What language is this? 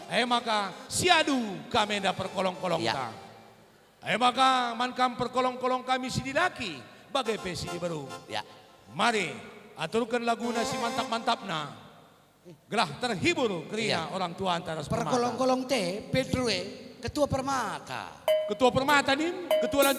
Batak Karo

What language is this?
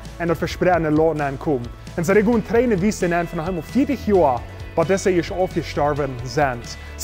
Plautdietsch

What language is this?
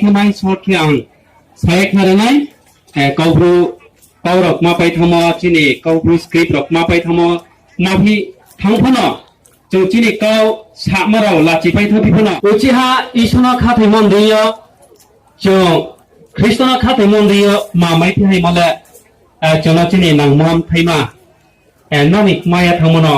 Riang (India)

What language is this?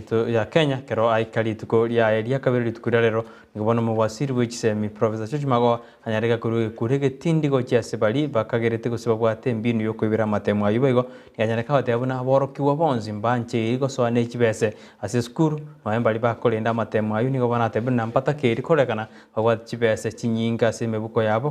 Gusii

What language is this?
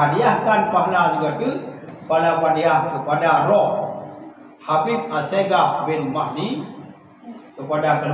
Achinese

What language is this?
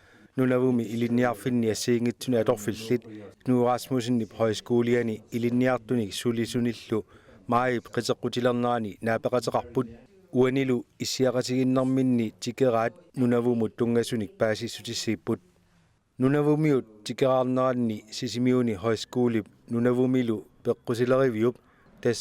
Kalaallisut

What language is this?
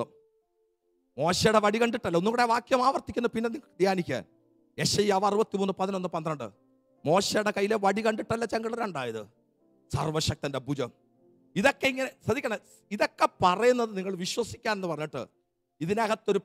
Malayalam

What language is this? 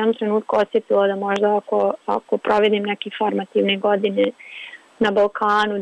Serbian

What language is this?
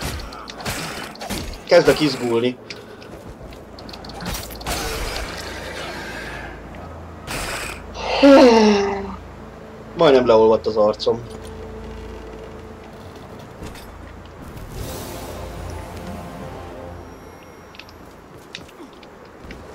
Hungarian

